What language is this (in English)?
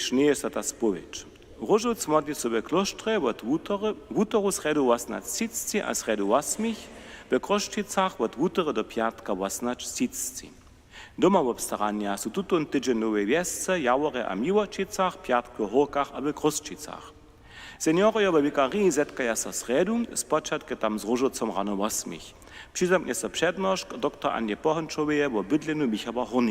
Upper Sorbian